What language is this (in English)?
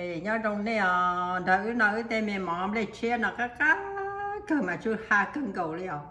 Hmong